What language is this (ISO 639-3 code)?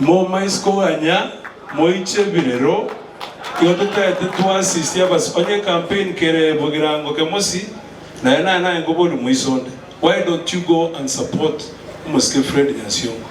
guz